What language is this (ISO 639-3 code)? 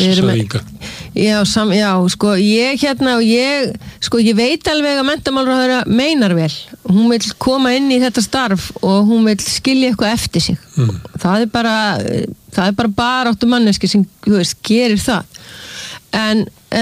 isl